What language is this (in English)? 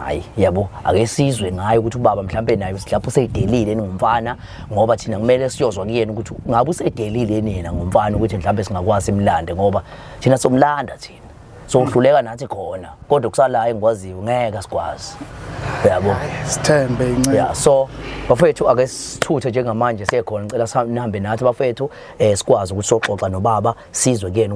Zulu